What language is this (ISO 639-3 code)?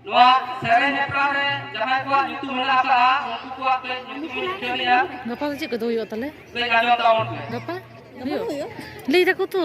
sat